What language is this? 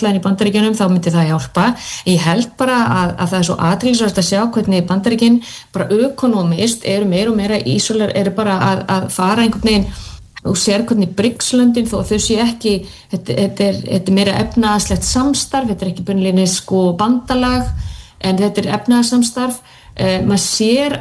Icelandic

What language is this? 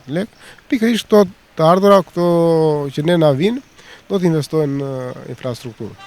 Albanian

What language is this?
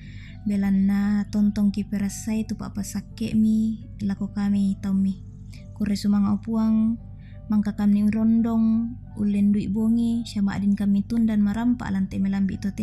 Toraja-Sa'dan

